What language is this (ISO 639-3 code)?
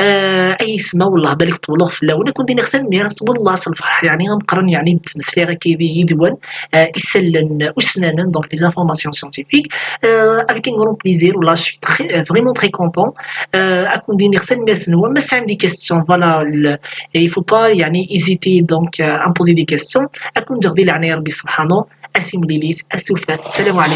kab